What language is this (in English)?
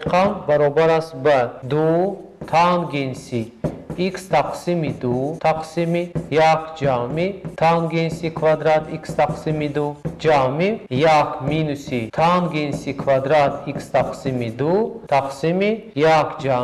Tajik